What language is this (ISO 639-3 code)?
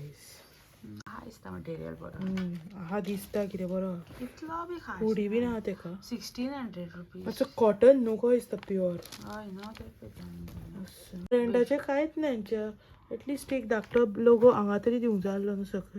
kok